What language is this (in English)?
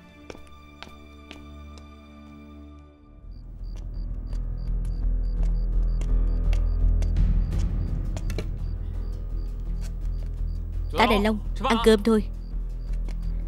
Vietnamese